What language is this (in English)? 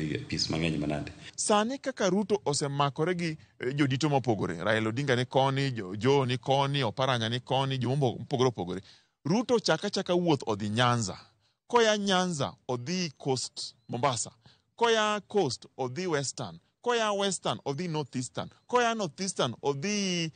Luo (Kenya and Tanzania)